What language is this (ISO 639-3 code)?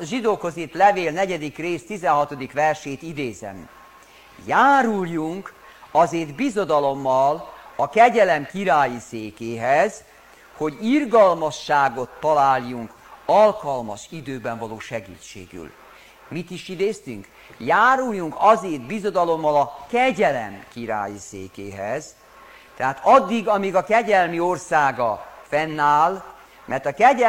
hun